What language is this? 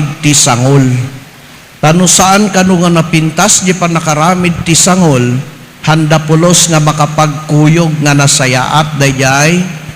Iloko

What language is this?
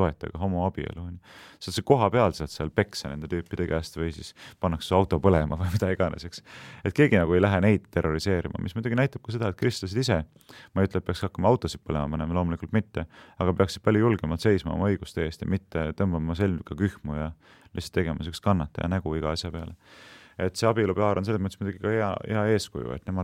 Estonian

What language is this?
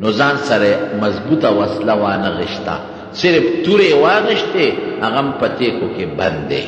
Pashto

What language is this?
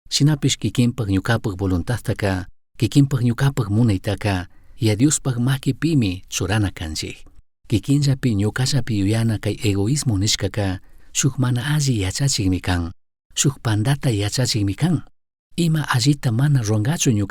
Chimborazo Highland Quichua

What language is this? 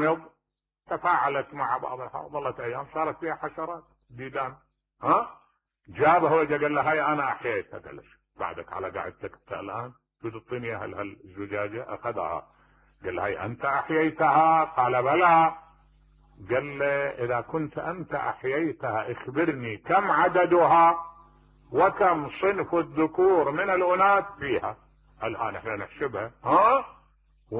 Mesopotamian Arabic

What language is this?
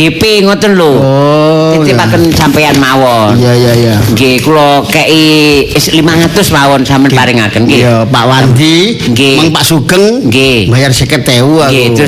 Javanese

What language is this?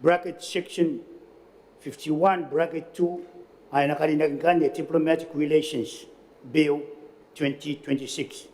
Gilbertese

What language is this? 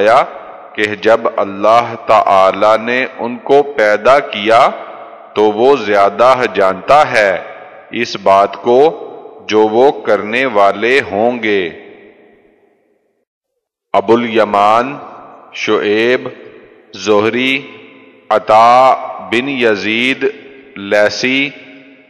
Urdu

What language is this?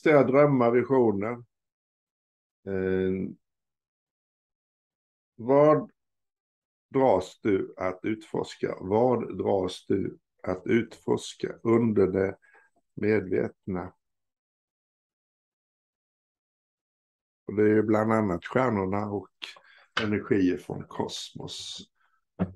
Swedish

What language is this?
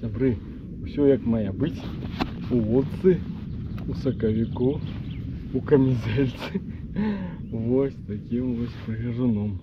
Belarusian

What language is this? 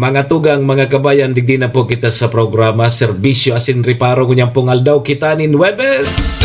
Bikol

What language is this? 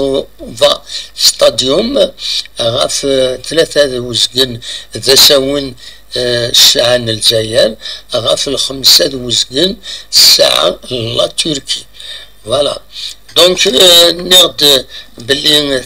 Kabyle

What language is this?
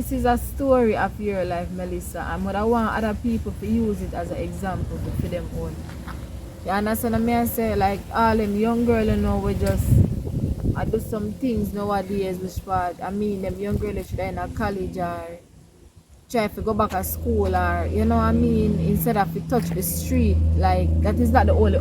Jamaican Creole English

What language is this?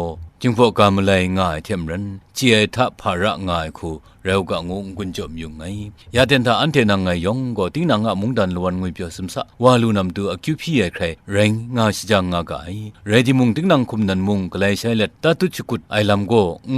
Kachin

